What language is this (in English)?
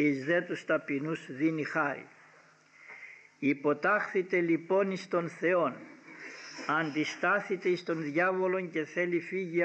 Greek